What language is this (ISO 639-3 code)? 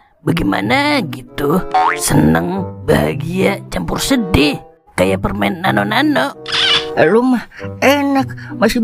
bew